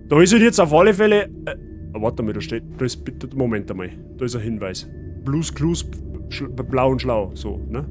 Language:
Bavarian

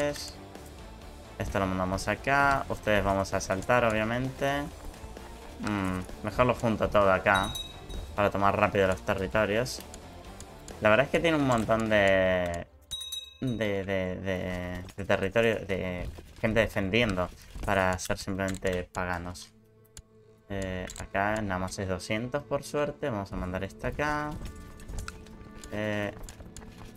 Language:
Spanish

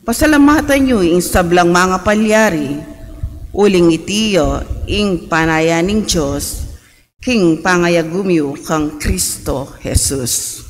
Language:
Pampanga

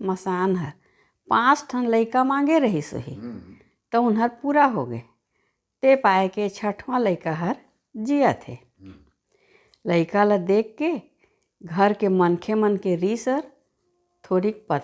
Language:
Chhattisgarhi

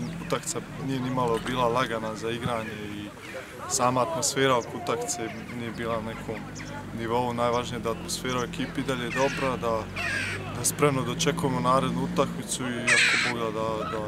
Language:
Serbian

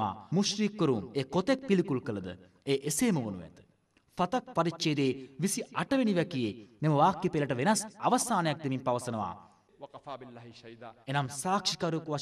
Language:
Sinhala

